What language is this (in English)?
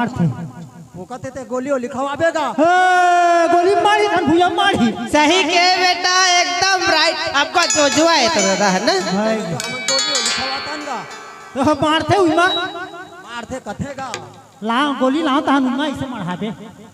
Chhattisgarhi